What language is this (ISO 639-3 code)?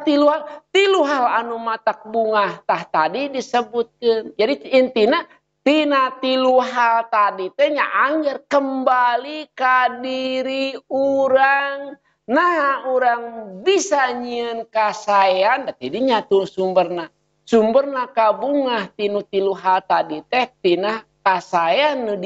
sun